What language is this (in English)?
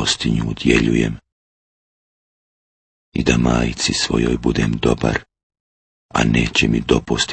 Bosnian